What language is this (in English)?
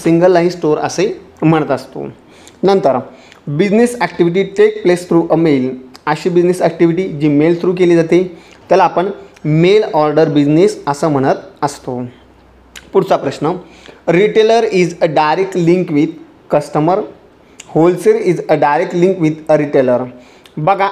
Marathi